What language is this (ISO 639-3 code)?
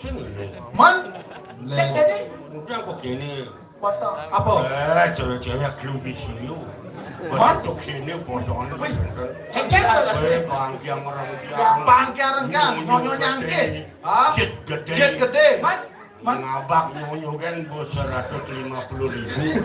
ban